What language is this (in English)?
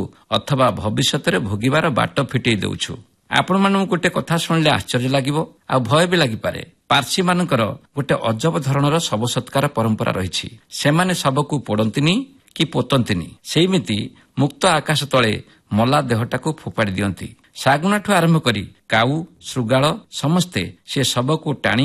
Odia